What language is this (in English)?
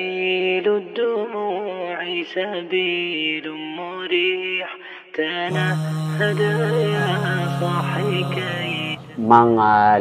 Maranao